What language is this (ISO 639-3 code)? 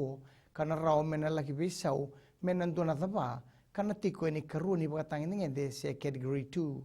fij